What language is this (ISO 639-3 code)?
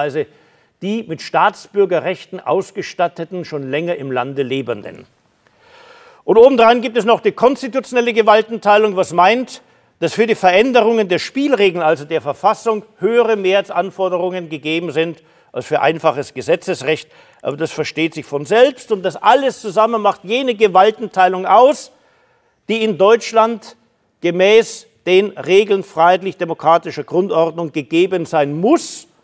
deu